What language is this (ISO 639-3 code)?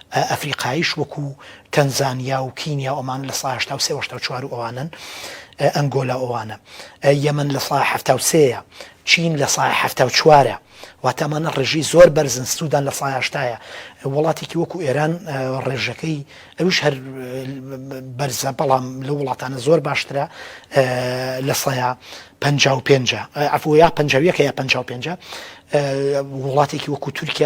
ckb